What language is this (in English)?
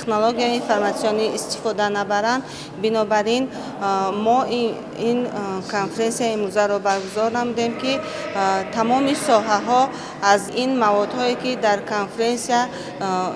Tajik